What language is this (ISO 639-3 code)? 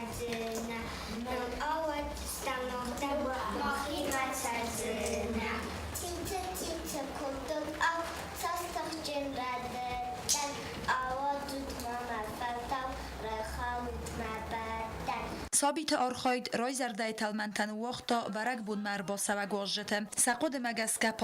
oss